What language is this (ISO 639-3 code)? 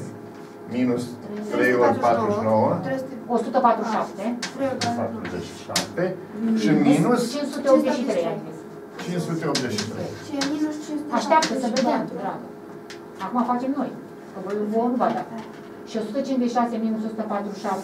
ron